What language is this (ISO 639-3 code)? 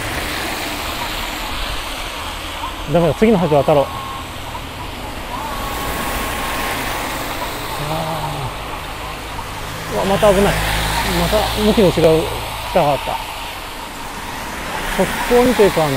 jpn